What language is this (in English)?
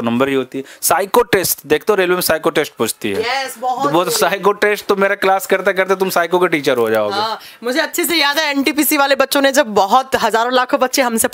Hindi